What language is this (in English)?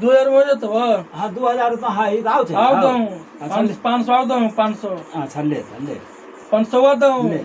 Magahi